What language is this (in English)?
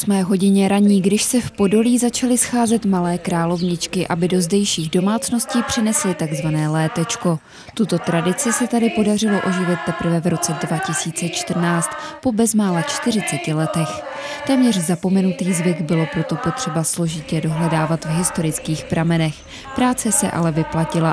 Czech